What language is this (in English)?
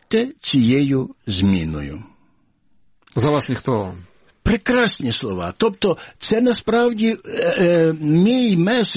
Ukrainian